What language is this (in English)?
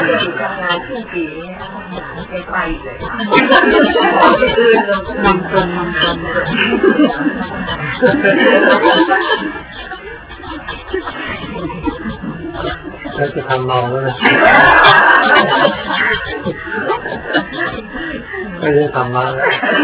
Thai